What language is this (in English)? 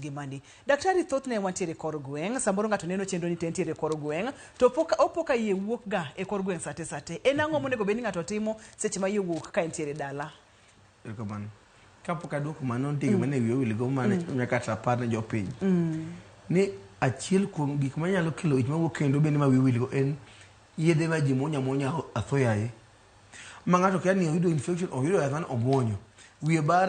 Luo (Kenya and Tanzania)